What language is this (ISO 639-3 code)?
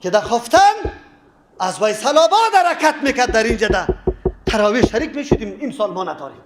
fas